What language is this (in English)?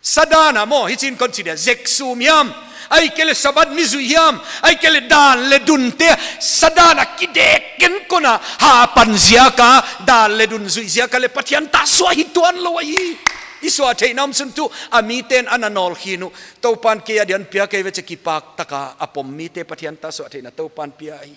Paite Chin